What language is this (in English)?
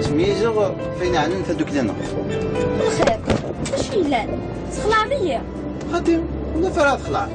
Kabyle